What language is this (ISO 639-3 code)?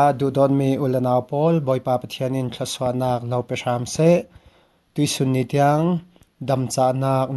cfm